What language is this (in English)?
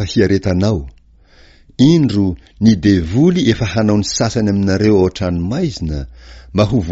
Malagasy